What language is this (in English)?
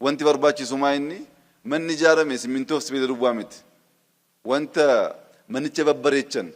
Oromo